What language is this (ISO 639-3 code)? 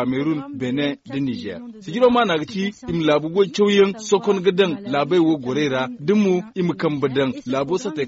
dje